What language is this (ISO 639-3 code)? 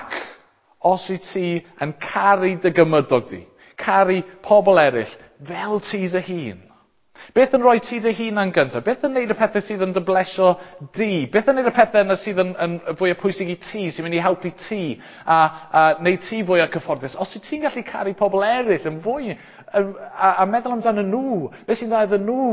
cym